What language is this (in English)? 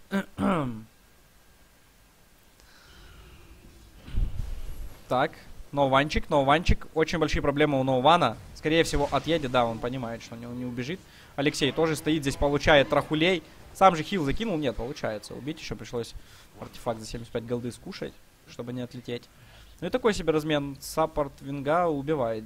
Russian